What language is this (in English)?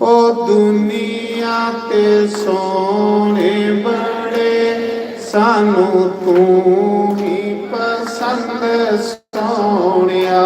Dogri